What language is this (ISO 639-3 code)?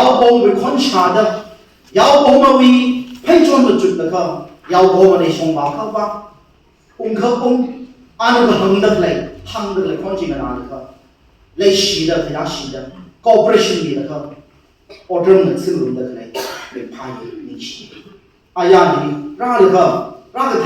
nmf